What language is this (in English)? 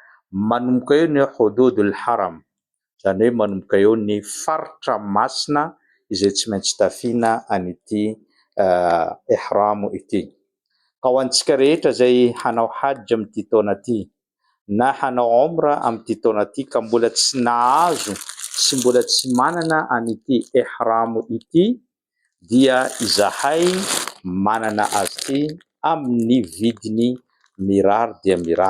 Malagasy